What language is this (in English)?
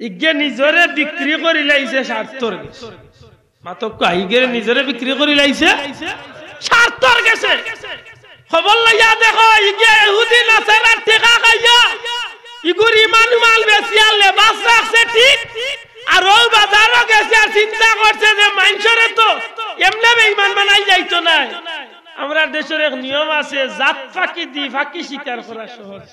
Sylheti